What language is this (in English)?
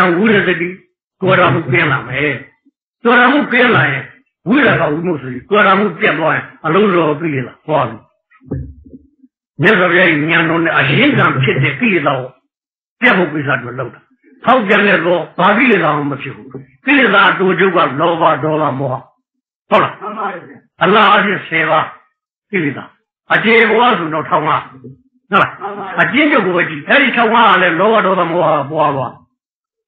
Burmese